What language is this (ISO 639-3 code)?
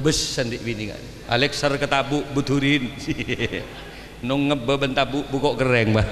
mad